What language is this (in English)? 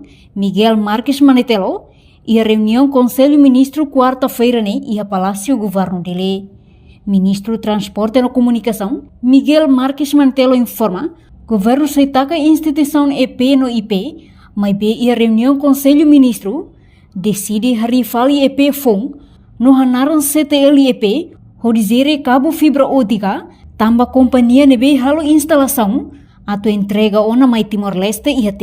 Tetum